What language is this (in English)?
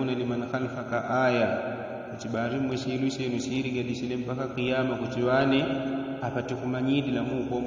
Yao